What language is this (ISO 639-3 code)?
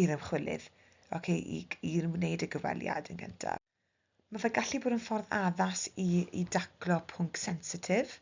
cym